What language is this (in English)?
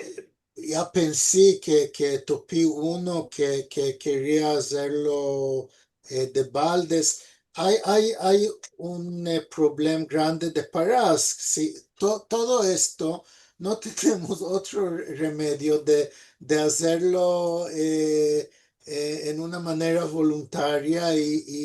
Ladino